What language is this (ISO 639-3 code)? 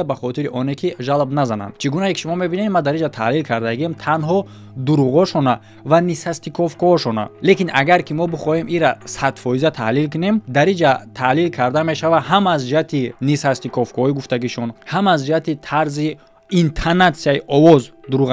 tgk